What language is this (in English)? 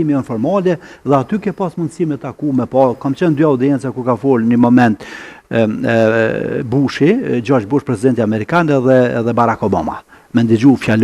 Albanian